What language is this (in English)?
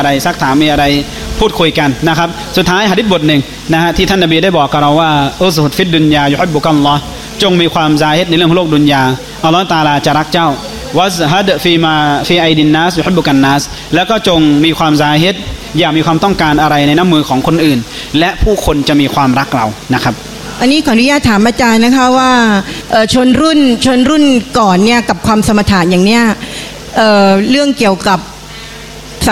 Thai